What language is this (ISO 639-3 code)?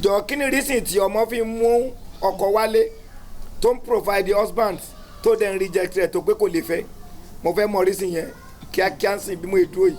yor